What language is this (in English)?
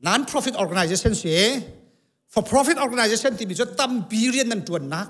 Hakha Chin